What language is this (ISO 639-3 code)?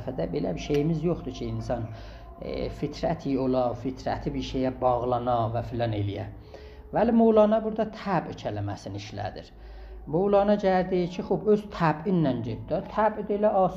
azb